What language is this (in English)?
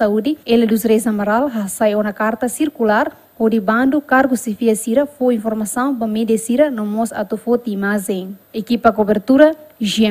Tetum